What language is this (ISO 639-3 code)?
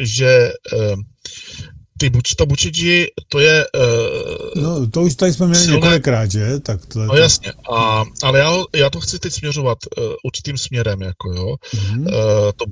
ces